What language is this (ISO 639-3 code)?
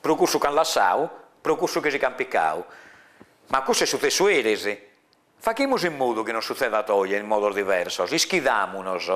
srd